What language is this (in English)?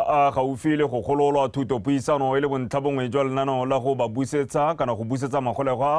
Tswana